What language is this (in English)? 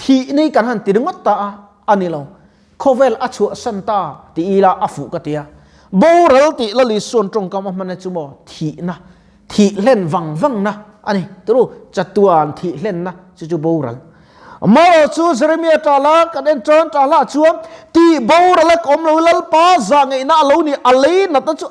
Mizo